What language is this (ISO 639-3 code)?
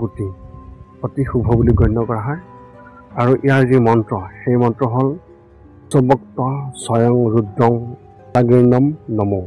asm